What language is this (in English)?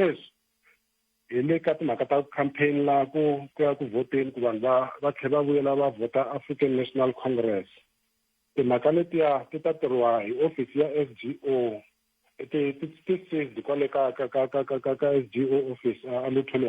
Tsonga